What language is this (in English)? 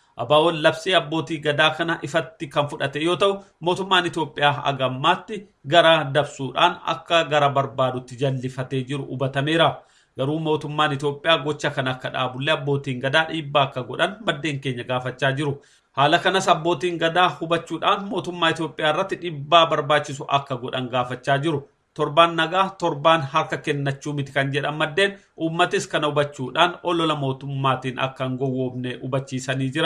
Oromo